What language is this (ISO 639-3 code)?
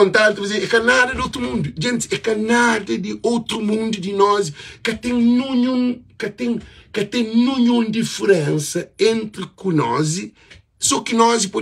kea